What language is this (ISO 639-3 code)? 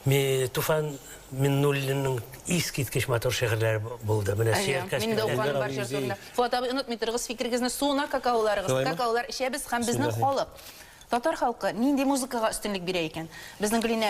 tat